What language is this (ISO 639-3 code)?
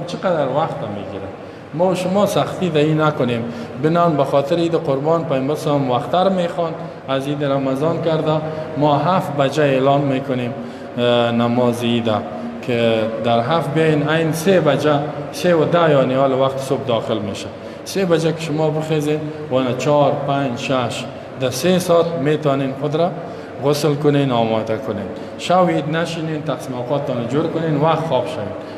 fas